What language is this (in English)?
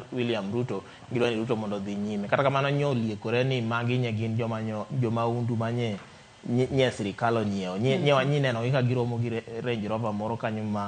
Luo (Kenya and Tanzania)